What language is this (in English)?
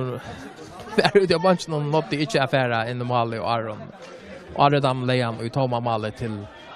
Faroese